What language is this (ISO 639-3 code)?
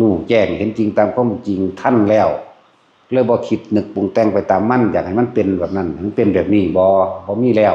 tts